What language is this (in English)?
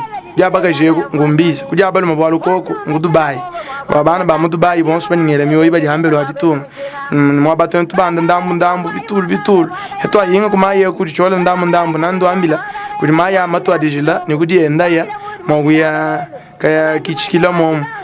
Luba-Lulua